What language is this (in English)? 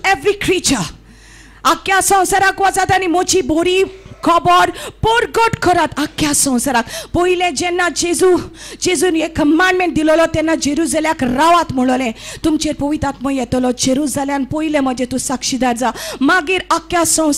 Konkani